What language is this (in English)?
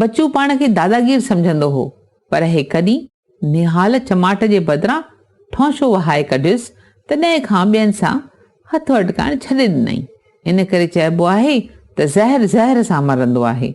Sindhi